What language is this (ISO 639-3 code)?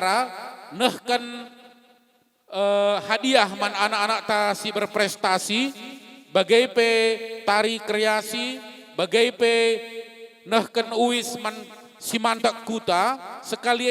btx